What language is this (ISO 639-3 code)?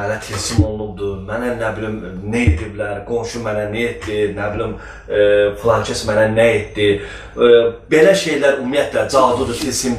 aze